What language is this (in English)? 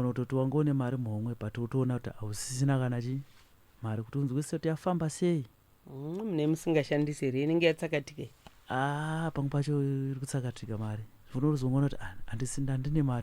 Shona